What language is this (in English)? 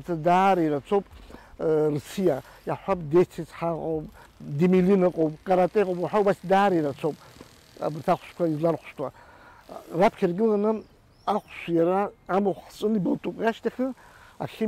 Abkhazian